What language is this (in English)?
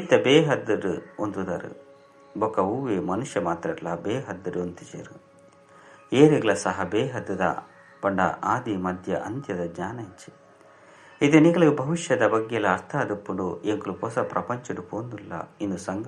Tulu